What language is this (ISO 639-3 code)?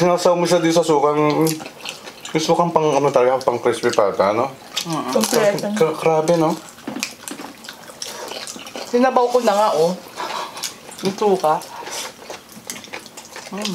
fil